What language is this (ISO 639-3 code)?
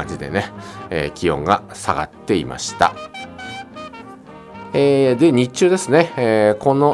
jpn